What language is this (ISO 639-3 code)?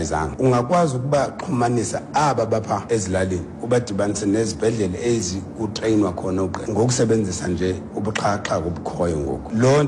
xho